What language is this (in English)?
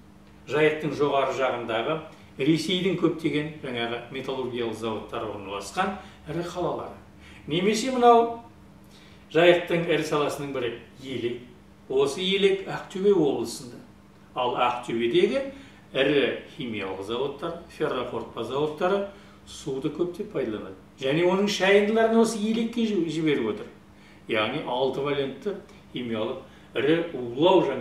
Kazakh